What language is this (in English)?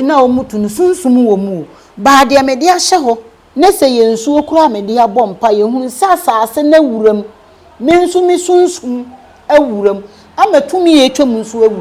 Akan